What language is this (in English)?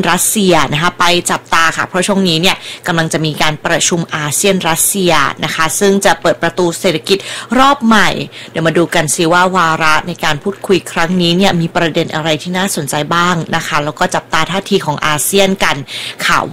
Thai